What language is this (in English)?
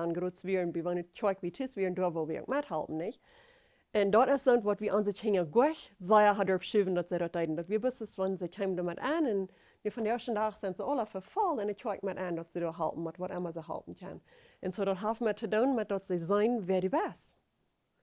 Plautdietsch